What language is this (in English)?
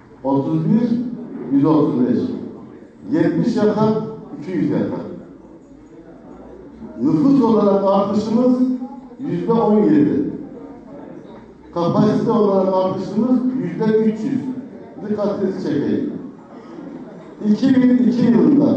Turkish